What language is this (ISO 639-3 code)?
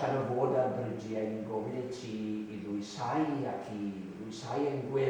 cym